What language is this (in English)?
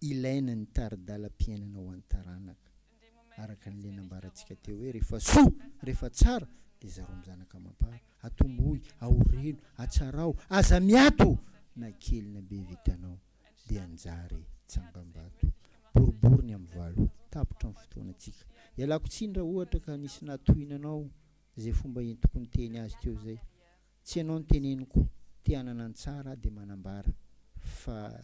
Malagasy